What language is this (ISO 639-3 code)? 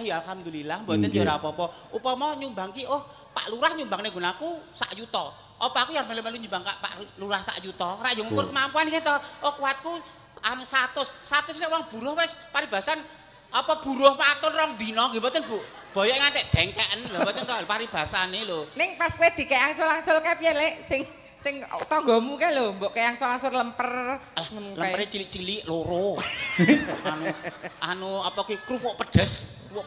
jav